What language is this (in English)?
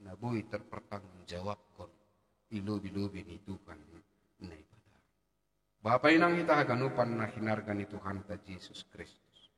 Batak Simalungun